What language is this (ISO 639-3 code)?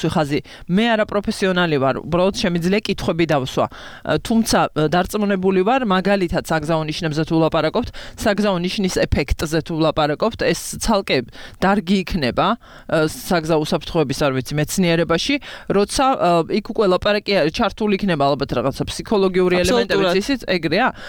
kat